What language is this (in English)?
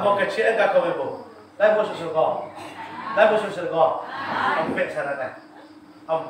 Minangkabau